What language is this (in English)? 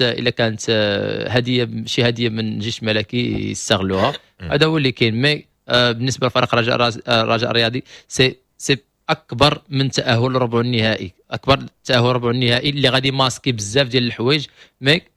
Moroccan Arabic